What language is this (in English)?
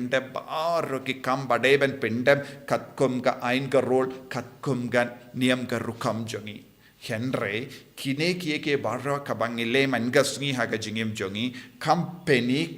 Khasi